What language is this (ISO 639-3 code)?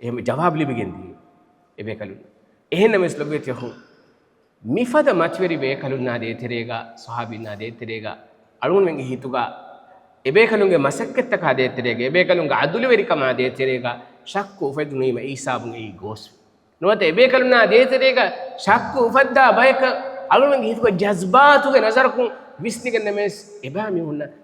div